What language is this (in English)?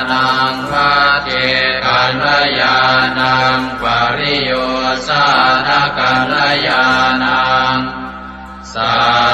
Pali